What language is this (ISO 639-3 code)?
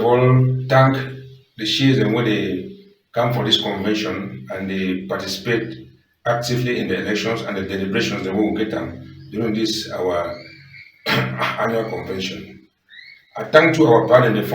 wes